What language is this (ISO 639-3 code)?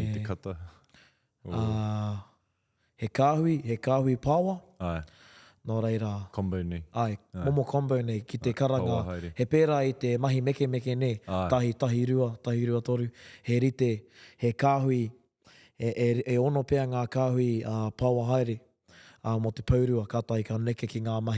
mri